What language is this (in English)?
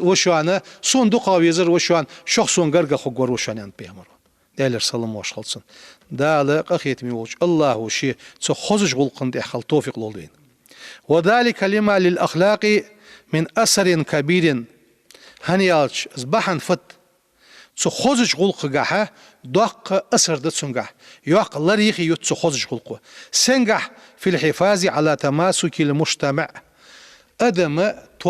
Ingush